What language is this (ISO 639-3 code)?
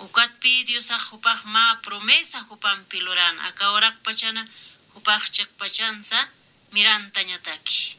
aym